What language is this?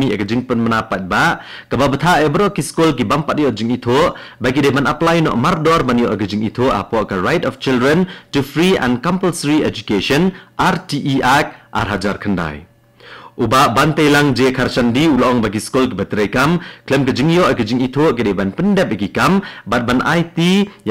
Khasi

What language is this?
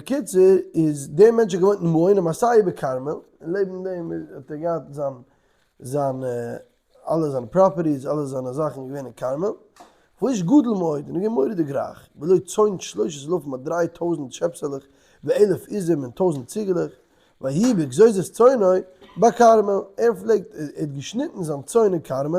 Yiddish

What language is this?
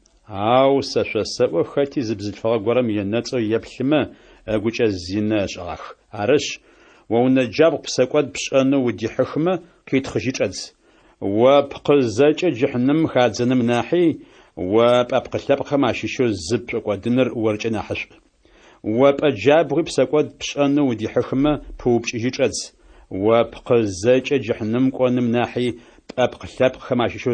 Adyghe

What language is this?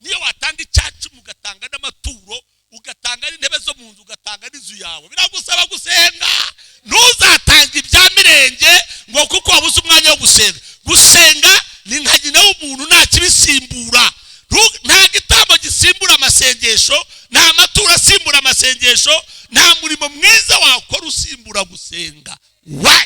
Kinyarwanda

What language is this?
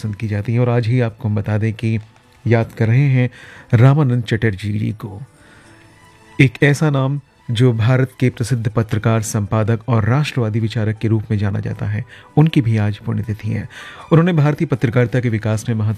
Hindi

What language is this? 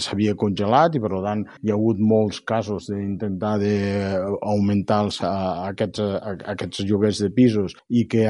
Catalan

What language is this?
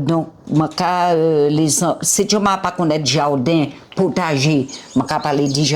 Guadeloupean Creole French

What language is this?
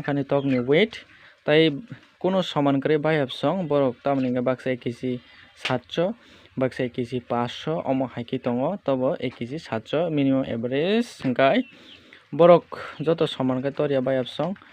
Kok Borok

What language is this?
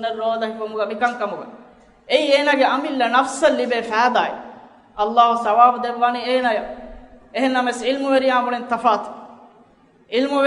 Divehi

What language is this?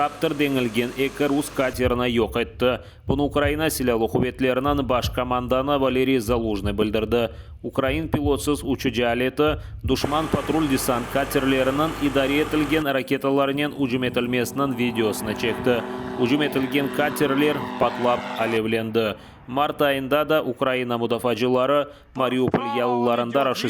Crimean Tatar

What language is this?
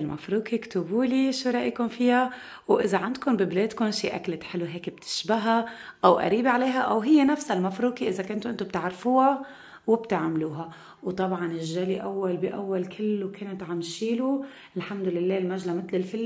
North Levantine Arabic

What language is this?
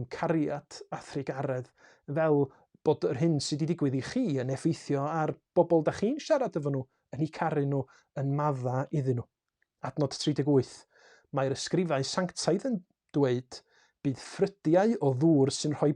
Welsh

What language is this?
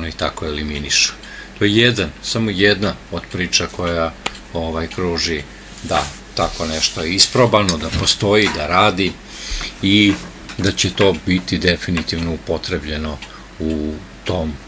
Serbian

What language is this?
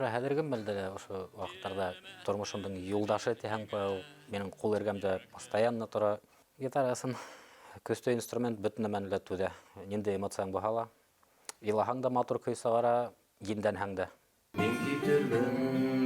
Bashkir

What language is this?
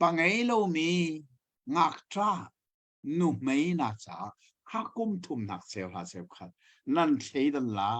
Hakha Chin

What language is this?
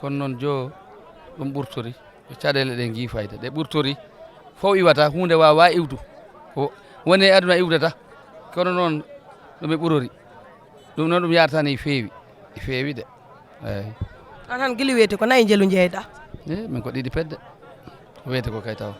Fula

